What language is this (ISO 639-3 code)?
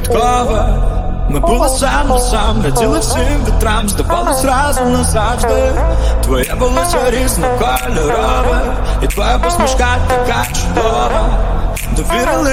ukr